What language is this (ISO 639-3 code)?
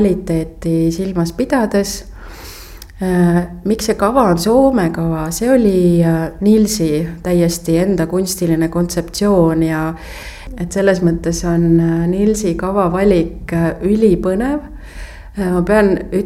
est